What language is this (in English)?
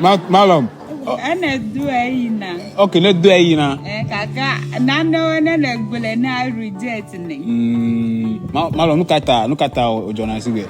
Ewe